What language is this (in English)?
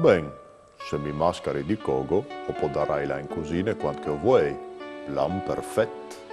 Friulian